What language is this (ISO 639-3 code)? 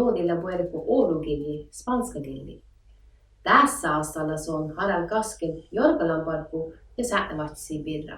sme